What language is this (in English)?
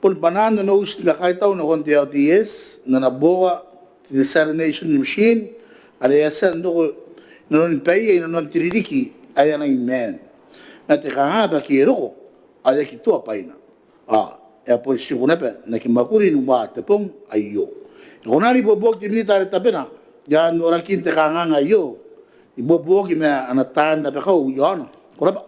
Gilbertese